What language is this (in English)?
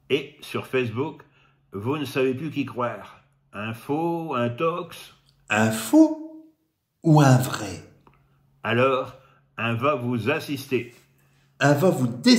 Picard